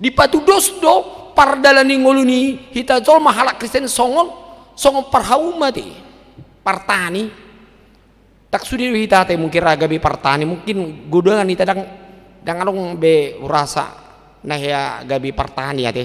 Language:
Batak Toba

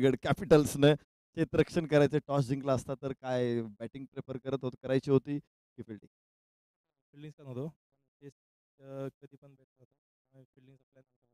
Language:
Marathi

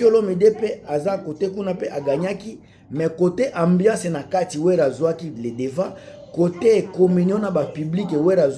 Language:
Lingala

